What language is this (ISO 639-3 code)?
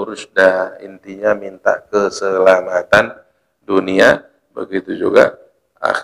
ind